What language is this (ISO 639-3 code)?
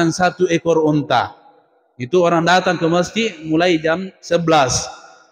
bug